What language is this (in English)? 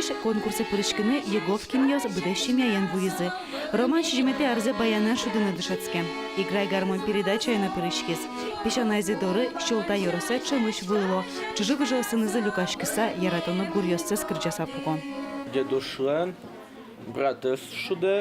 Udmurt